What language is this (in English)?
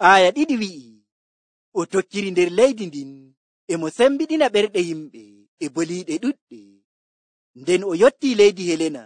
Nigerian Fulfulde